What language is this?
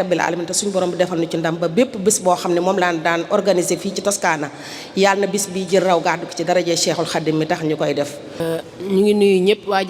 Wolof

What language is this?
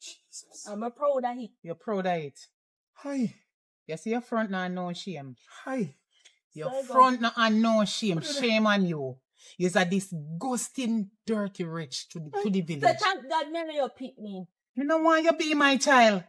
Jamaican Creole English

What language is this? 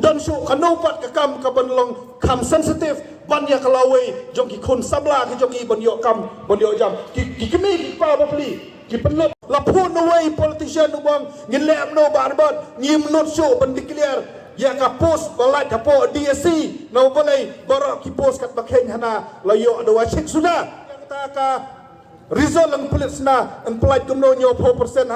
Khasi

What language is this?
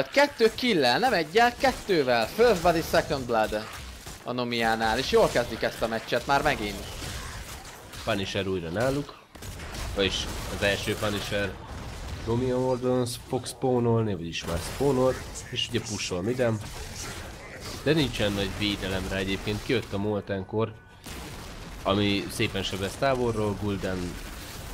Hungarian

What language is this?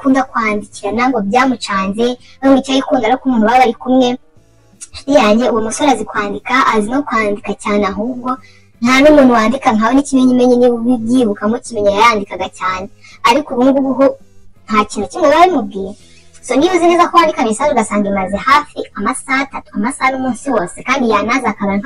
Kinyarwanda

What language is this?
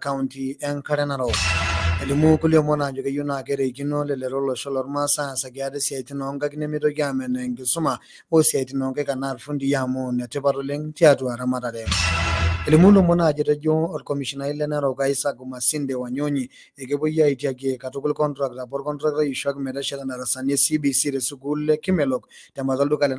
Masai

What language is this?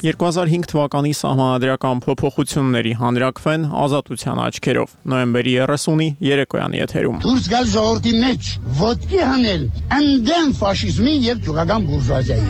Armenian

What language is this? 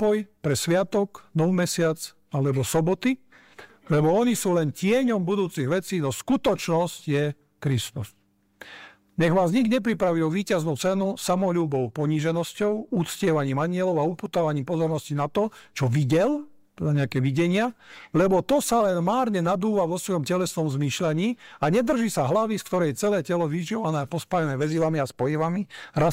Slovak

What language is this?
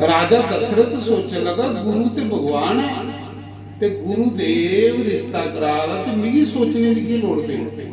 Dogri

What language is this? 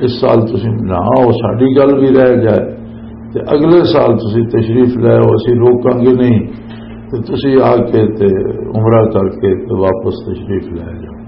Western Panjabi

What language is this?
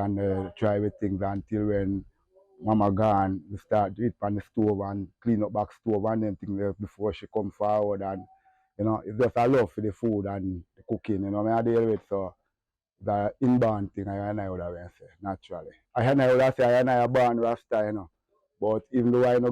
Jamaican Creole English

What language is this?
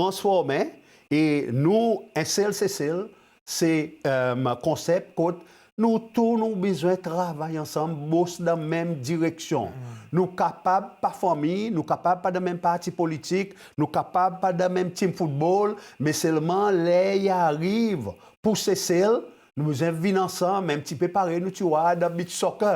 Seselwa Creole French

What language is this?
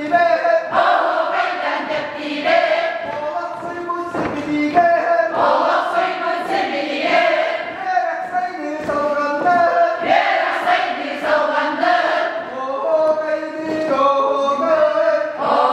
Yakut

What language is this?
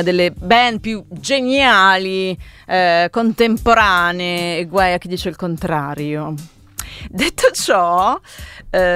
Italian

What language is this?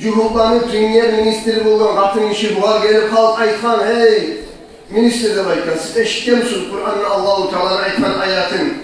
Kumyk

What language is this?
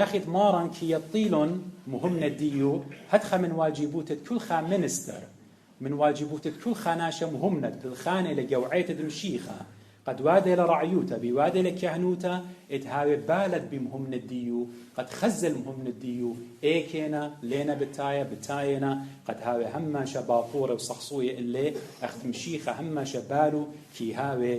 Assyrian Neo-Aramaic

